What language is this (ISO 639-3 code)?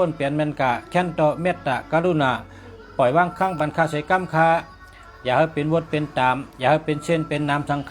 shn